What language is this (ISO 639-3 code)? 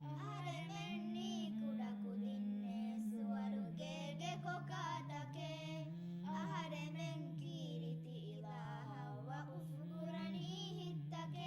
div